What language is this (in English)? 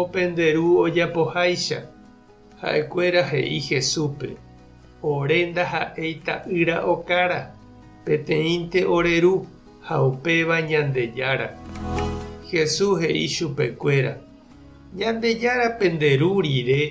Guarani